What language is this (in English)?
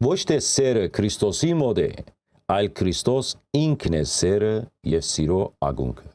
Western Armenian